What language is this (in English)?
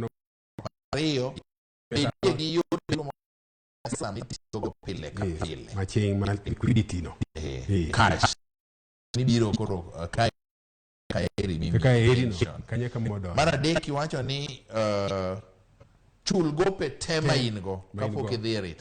Luo (Kenya and Tanzania)